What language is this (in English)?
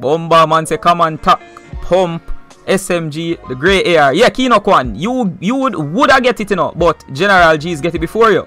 Jamaican Creole English